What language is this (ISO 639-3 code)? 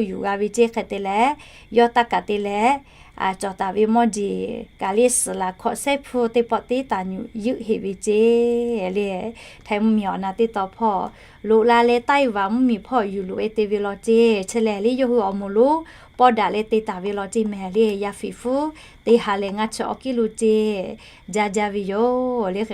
lhu